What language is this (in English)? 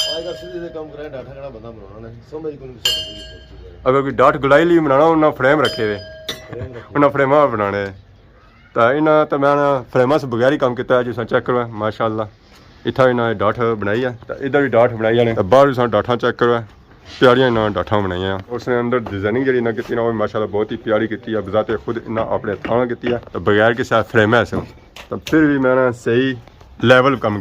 Pahari-Potwari